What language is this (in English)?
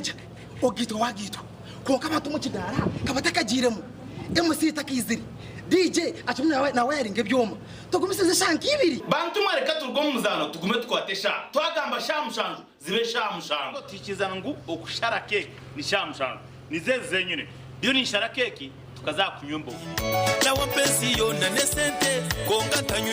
Nyankole